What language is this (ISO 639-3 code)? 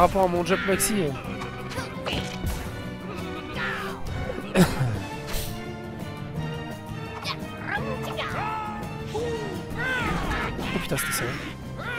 fra